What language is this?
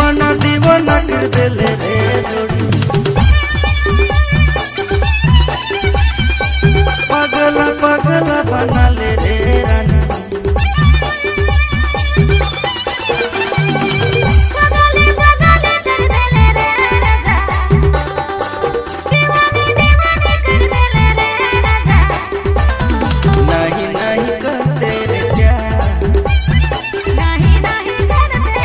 Sadri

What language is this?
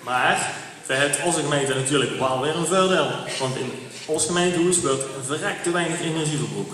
Limburgish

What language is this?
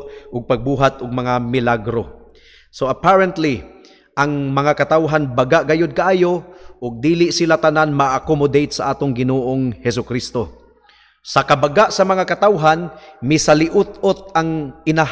Cebuano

